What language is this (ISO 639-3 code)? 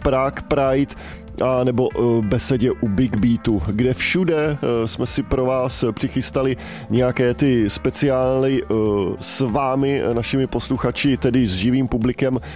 ces